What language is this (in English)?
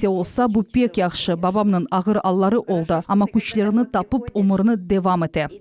Crimean Tatar